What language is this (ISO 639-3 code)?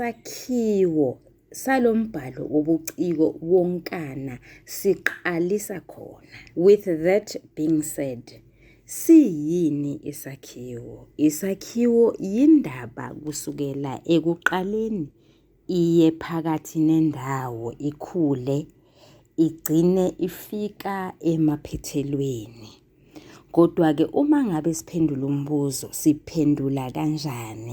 zul